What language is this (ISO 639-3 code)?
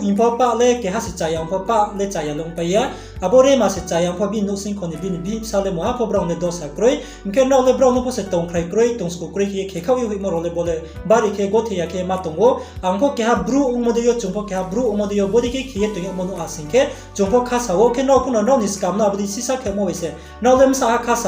ria